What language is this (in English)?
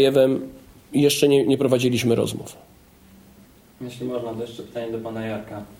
Polish